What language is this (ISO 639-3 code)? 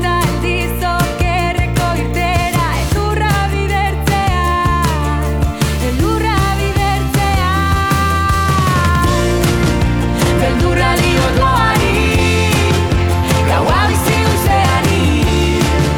eus